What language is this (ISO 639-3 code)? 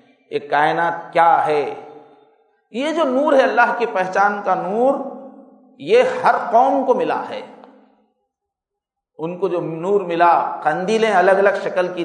urd